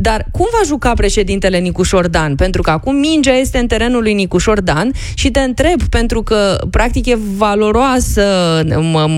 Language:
Romanian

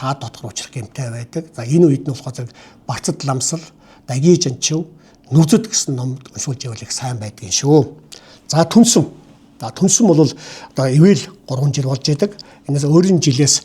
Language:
Mongolian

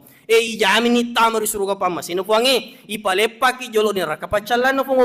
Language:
Buginese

